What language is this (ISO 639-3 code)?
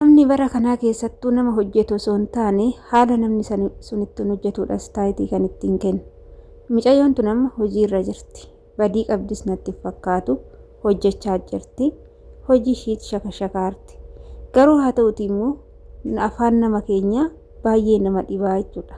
orm